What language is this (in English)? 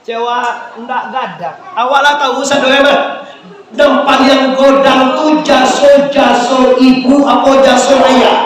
Minangkabau